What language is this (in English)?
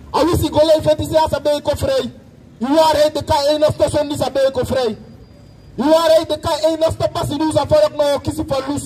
Sranan Tongo